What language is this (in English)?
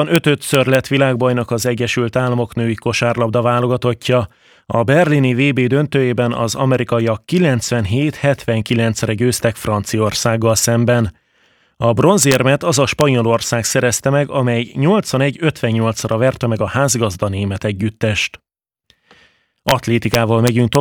Hungarian